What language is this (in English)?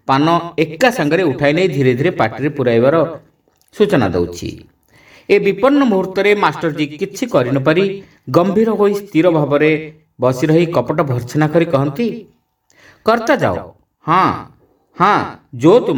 Odia